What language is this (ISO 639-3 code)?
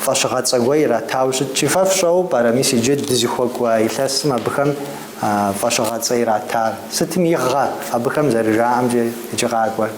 kbd